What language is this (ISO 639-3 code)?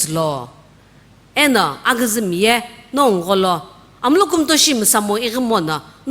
nsm